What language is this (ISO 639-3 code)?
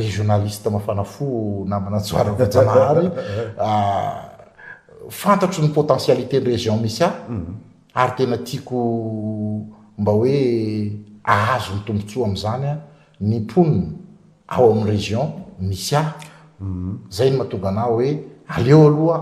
mlg